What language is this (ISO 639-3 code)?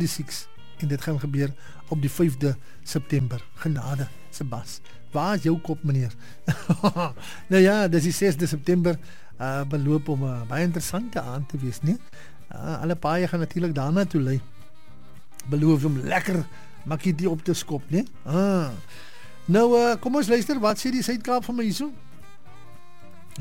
afr